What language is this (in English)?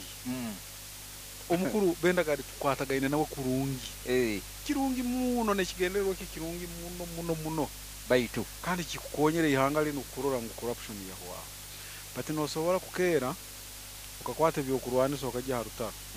Nyoro